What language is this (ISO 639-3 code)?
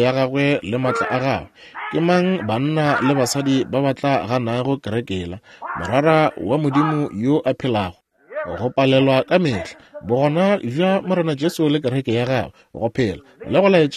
nso